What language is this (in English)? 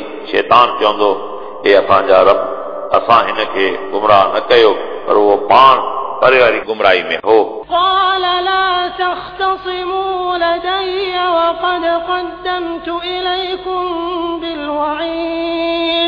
Sindhi